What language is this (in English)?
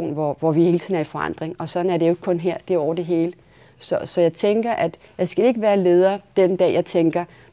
Danish